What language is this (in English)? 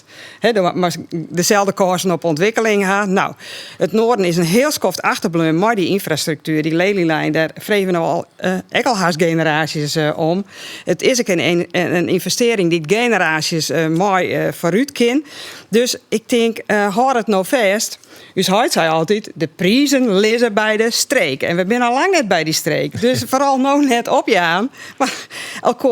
Western Frisian